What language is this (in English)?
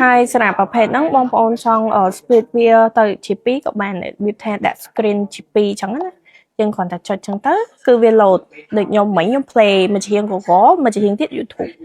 Khmer